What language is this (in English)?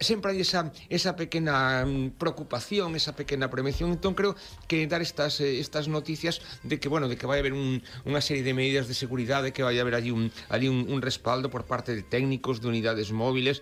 Galician